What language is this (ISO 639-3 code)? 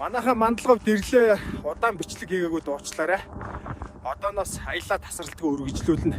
mon